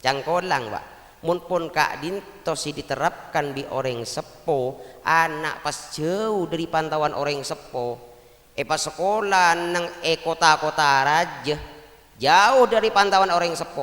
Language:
Madurese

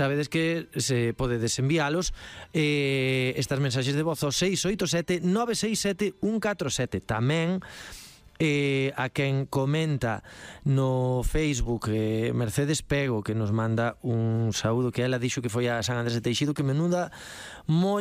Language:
Galician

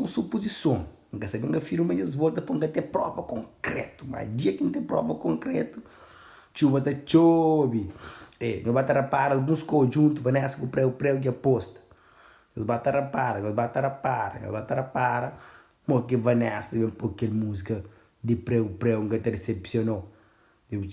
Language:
Kabuverdianu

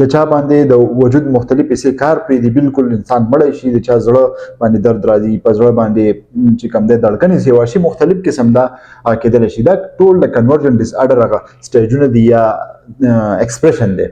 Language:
Pashto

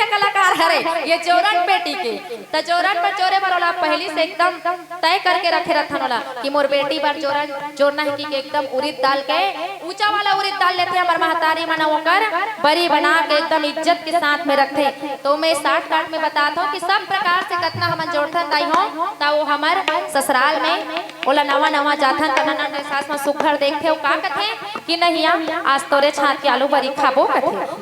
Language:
Chhattisgarhi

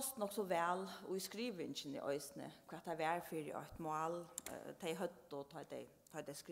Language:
Faroese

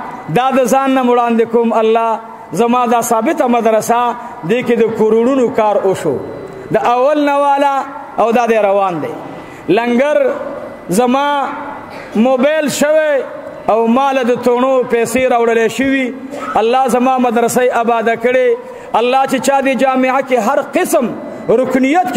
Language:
Pashto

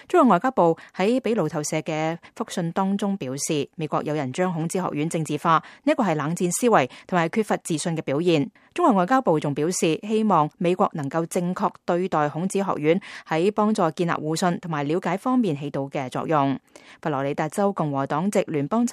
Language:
Cantonese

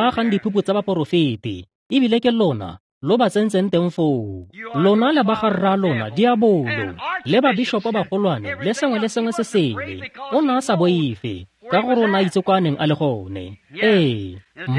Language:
Tswana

